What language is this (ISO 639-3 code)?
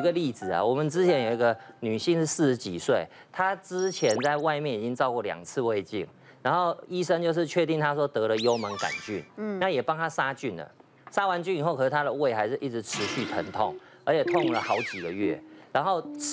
zho